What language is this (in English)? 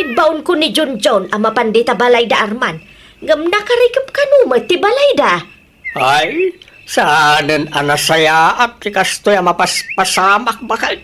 Iloko